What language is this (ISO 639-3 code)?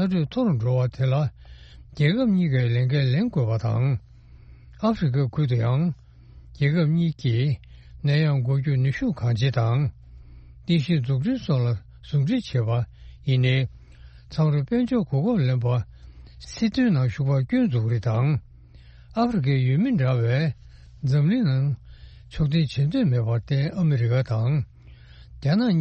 bod